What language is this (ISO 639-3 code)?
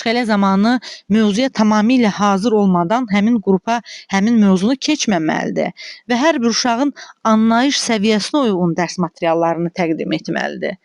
aze